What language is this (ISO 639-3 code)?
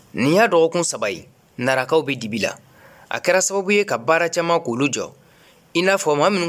bam